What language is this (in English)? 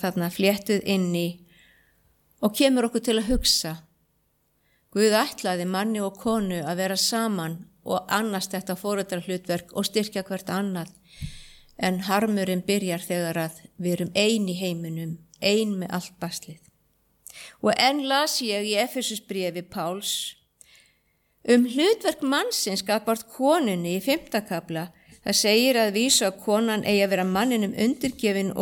Icelandic